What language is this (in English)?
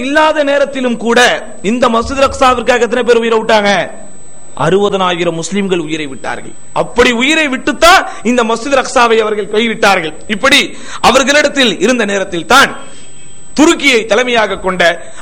Tamil